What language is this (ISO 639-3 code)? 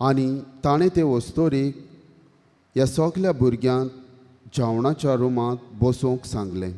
kok